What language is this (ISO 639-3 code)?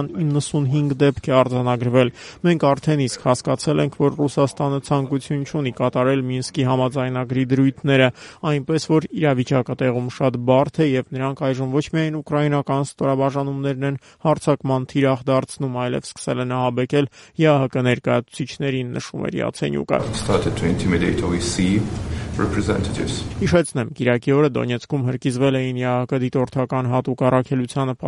hye